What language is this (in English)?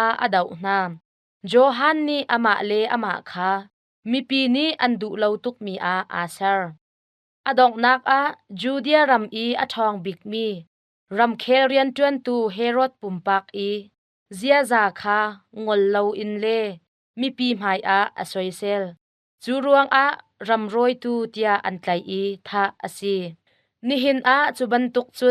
Hakha Chin